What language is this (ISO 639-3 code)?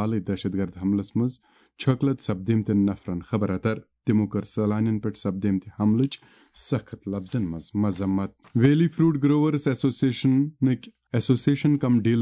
kas